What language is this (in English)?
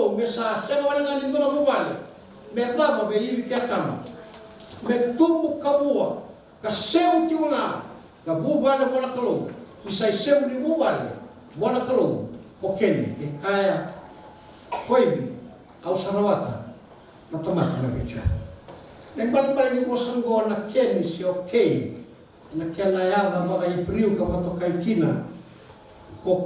Fijian